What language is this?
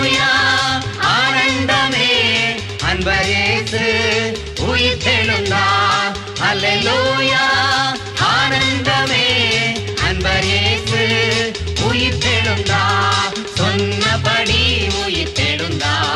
Tamil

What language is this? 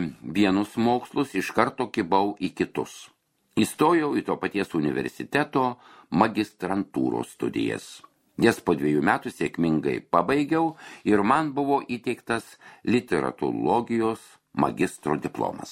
Lithuanian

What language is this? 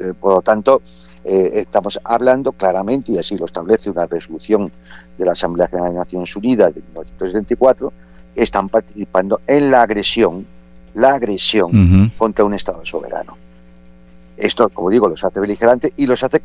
Spanish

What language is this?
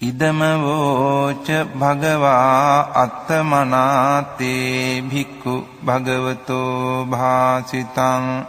Pali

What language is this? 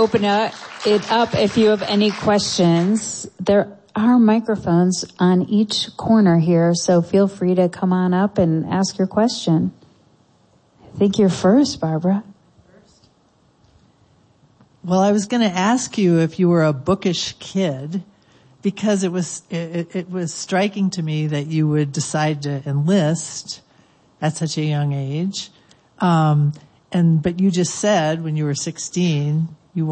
English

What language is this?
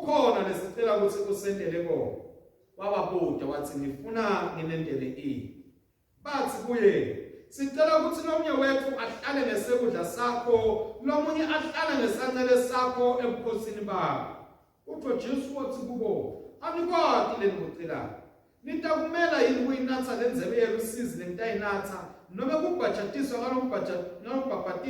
Swati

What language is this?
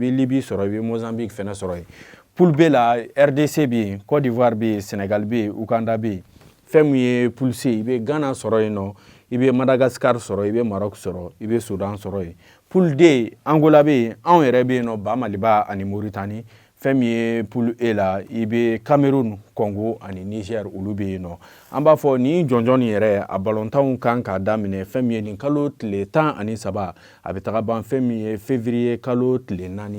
Bambara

